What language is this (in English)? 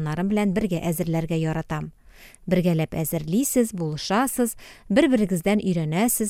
Tatar